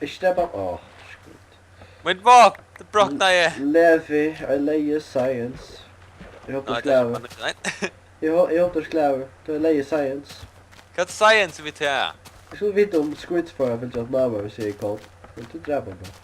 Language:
Faroese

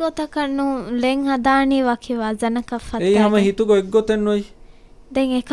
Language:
Divehi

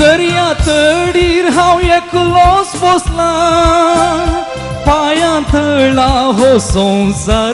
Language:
Konkani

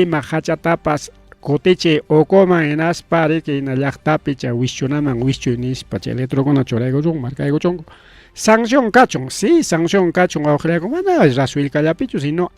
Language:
Ayacucho Quechua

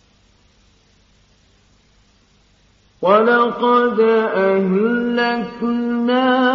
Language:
Arabic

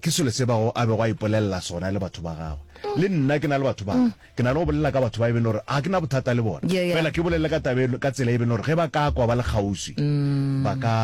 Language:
Northern Sotho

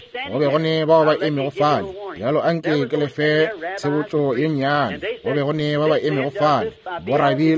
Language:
Northern Sotho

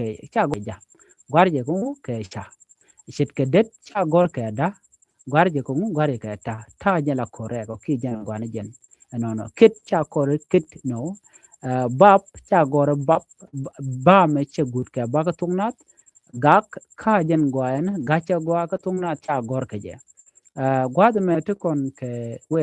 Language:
Nuer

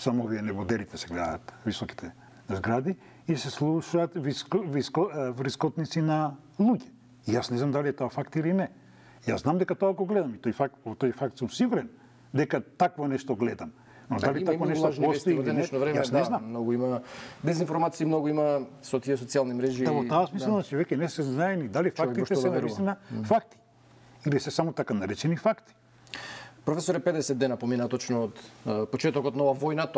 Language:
Macedonian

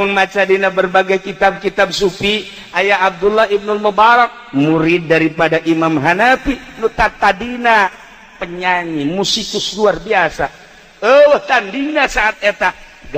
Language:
Sundanese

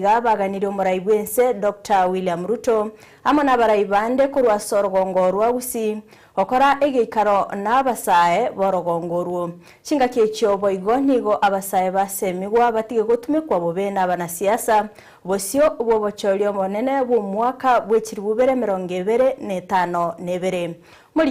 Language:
Gusii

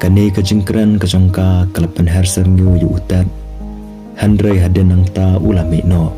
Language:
Khasi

